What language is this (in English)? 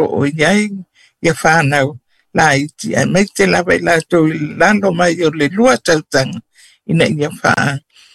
Samoan